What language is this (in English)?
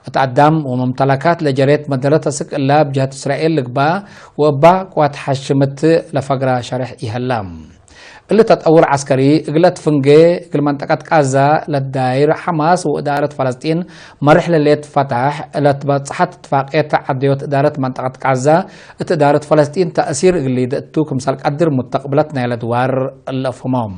Tigre